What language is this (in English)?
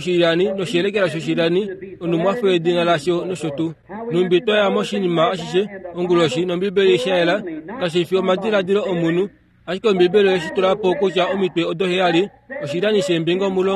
Kuanyama